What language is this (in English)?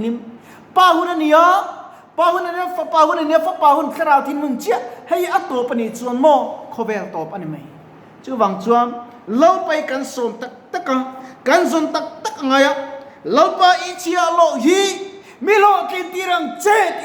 Mizo